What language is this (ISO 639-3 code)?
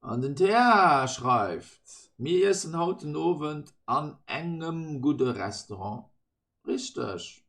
ltz